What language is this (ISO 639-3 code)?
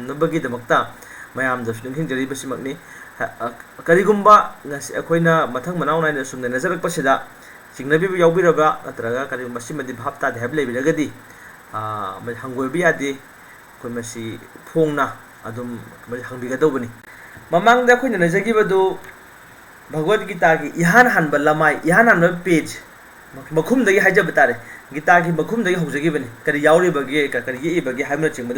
mni